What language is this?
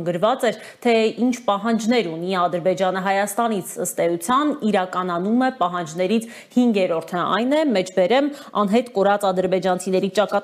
Armenian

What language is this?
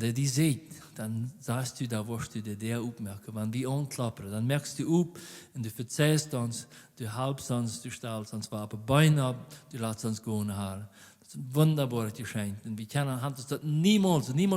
Plautdietsch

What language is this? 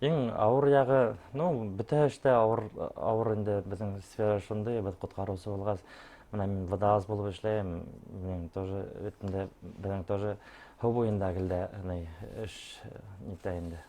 Bashkir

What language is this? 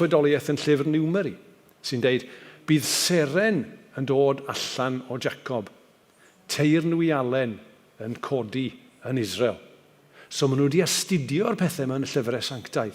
Welsh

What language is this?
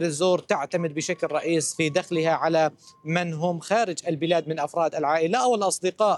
Arabic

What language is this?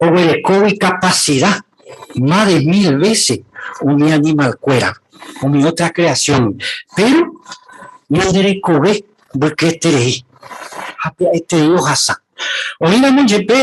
Guarani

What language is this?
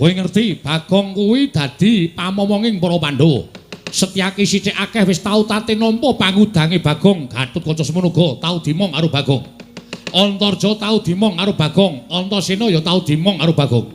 Javanese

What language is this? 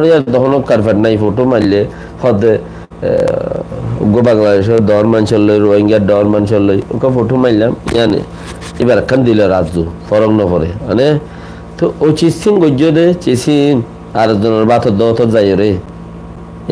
Rohingya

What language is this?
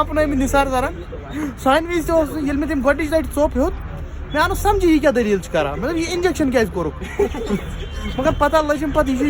Kashmiri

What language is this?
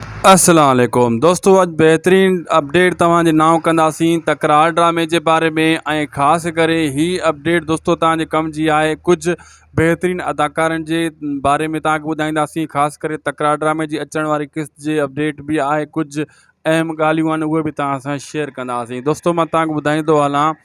Sindhi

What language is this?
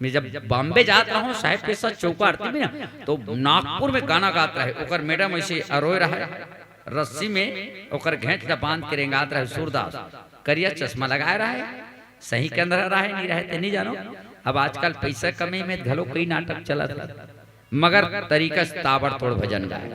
Chhattisgarhi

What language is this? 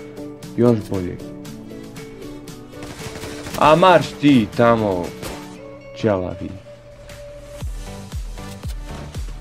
Croatian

